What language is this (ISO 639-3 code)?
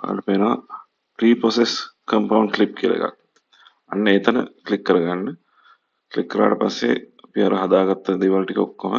sin